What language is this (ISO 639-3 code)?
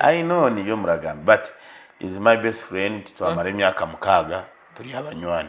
nyn